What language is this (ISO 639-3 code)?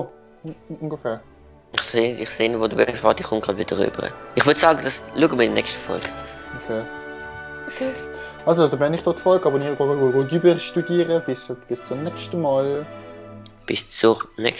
gsw